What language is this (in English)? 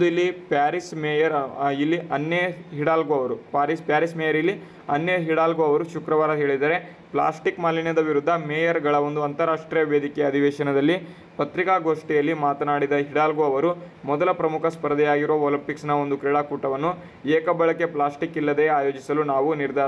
Kannada